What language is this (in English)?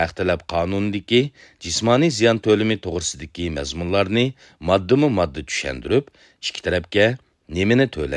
Uyghur